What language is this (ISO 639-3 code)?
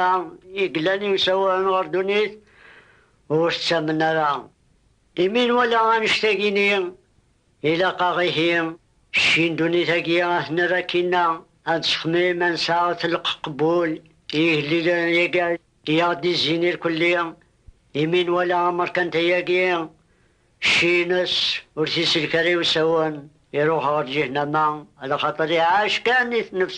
kab